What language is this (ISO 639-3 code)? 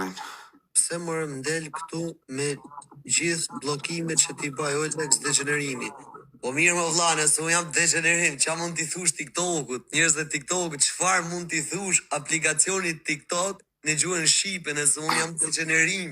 sqi